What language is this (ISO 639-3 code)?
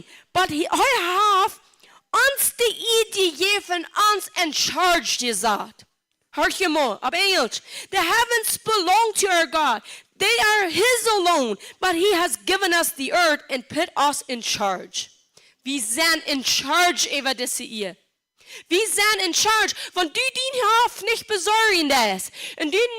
pdt